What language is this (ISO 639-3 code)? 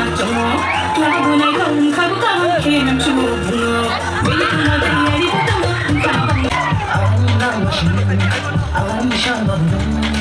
trp